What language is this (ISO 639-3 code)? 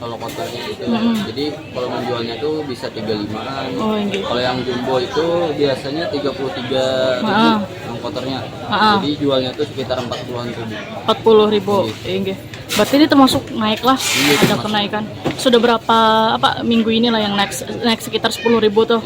bjn